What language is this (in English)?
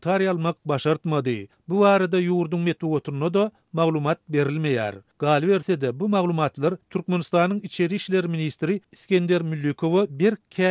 Turkmen